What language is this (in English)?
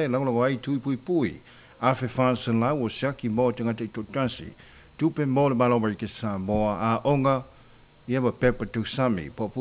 Samoan